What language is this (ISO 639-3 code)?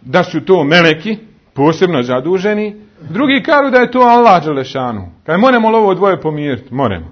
bos